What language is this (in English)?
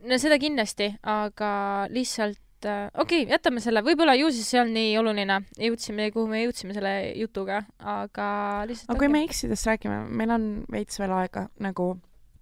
Estonian